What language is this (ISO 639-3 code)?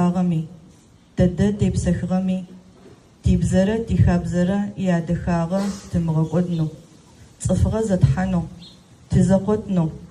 ady